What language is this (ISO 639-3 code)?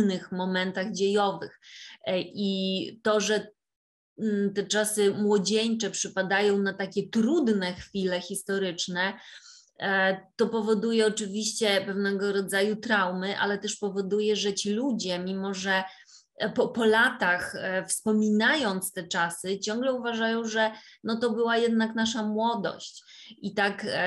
pol